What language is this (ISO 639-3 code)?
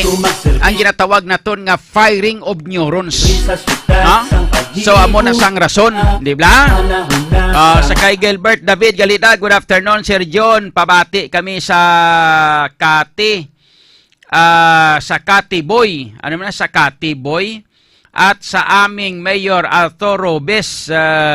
hil